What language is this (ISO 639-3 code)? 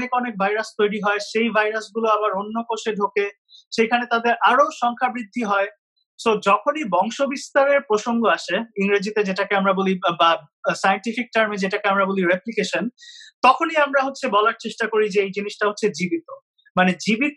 ben